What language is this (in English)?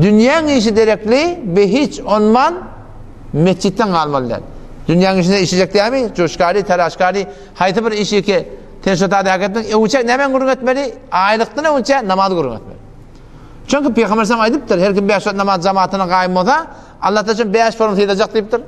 Turkmen